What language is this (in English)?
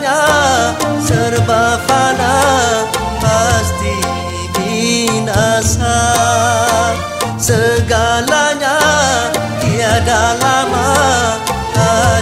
Malay